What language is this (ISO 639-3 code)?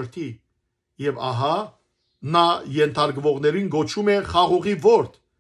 hyw